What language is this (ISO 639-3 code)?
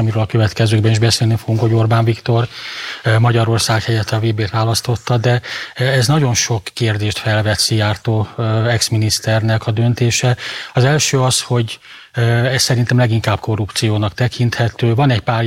hun